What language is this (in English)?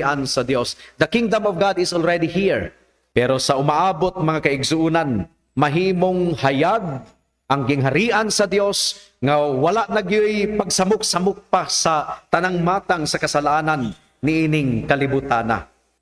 Cebuano